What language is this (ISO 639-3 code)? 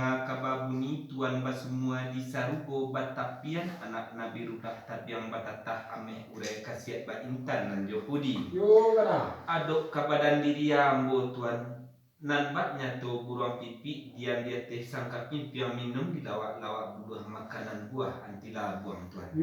min